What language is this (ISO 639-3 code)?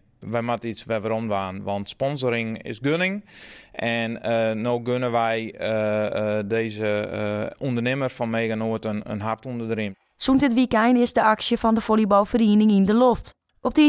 fry